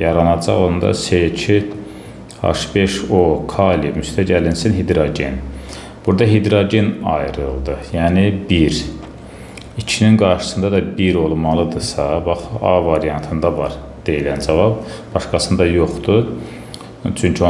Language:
Azerbaijani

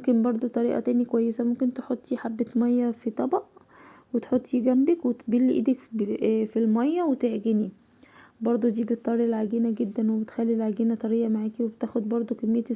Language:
Egyptian Arabic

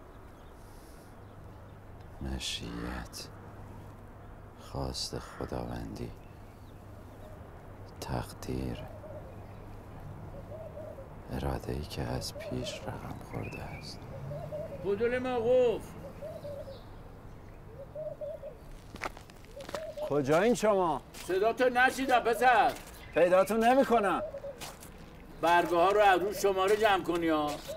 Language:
Persian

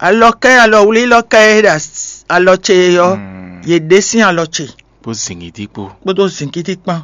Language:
Fon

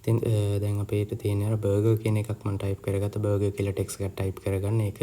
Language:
Sinhala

